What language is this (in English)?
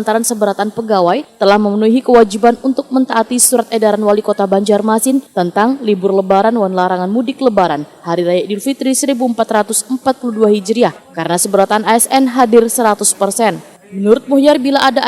Banjar